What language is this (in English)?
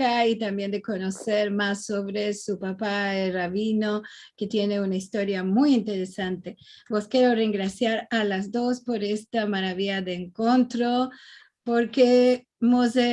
Ladino